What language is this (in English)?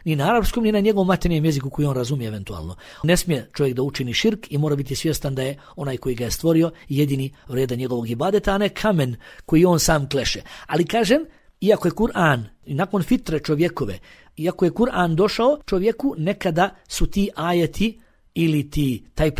Bosnian